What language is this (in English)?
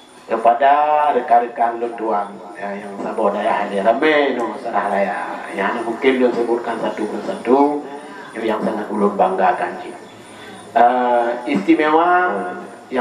Achinese